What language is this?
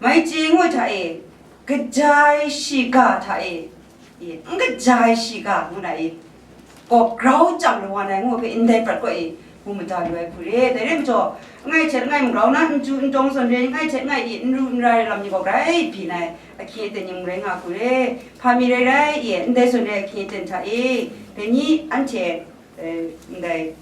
Kachin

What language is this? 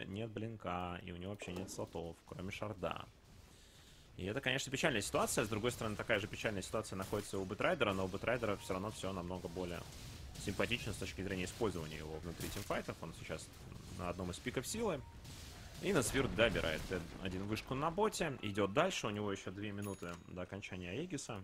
Russian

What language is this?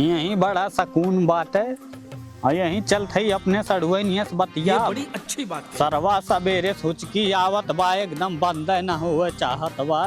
Awadhi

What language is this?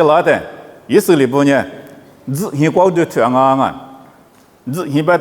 Lisu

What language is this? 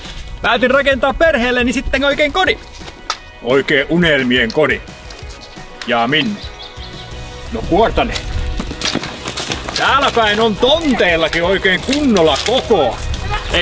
Finnish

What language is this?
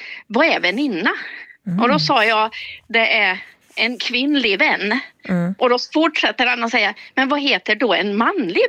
Swedish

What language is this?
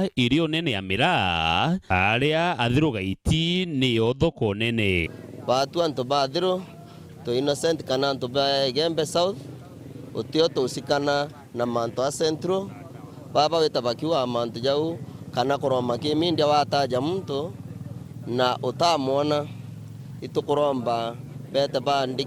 Meru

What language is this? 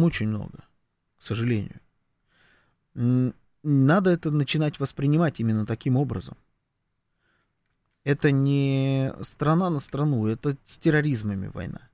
Russian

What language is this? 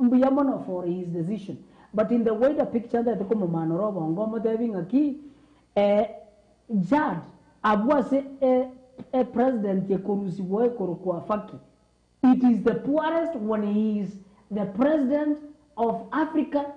Gusii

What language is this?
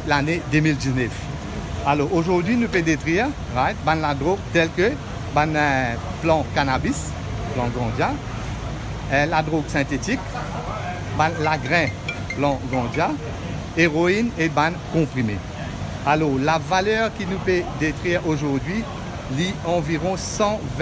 Morisyen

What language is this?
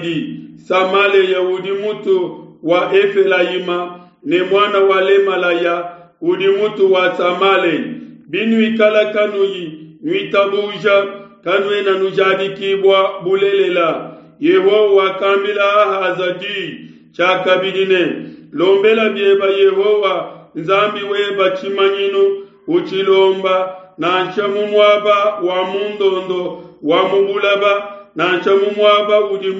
Luba-Lulua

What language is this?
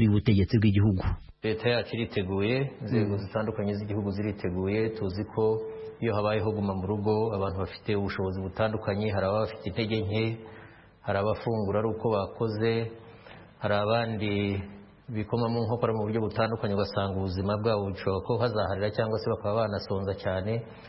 Kinyarwanda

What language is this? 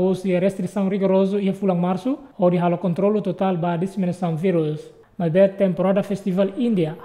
Tetum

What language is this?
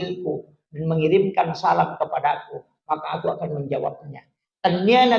Buginese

